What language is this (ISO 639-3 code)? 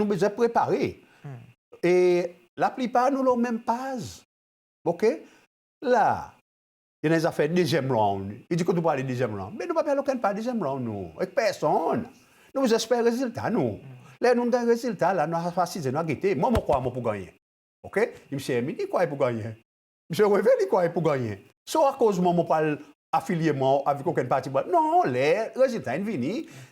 crs